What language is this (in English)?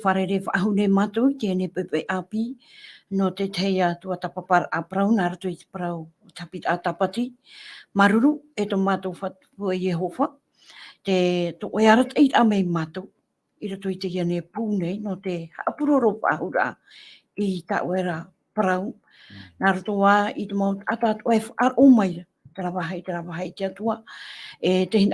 Tahitian